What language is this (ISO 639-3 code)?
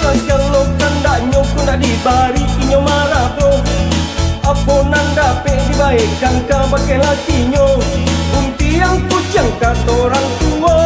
min